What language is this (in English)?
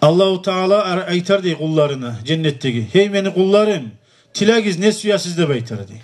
Kumyk